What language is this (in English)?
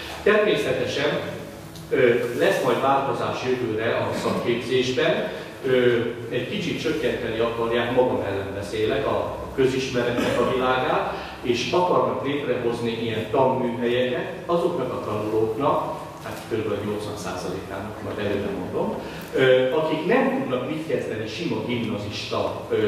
Hungarian